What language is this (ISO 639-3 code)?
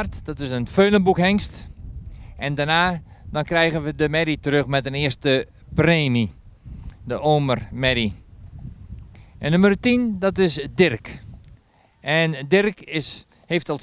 nld